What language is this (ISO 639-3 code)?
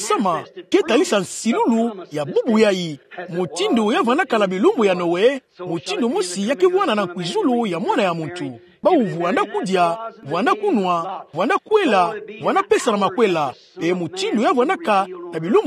ktu